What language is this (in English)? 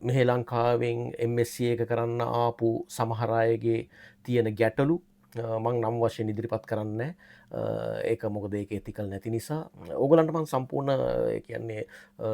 Sinhala